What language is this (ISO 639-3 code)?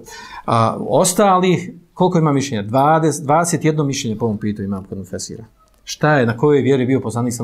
bos